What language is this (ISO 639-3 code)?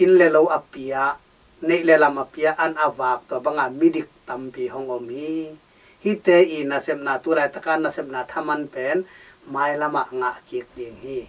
ctd